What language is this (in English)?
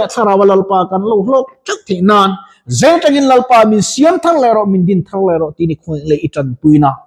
Mizo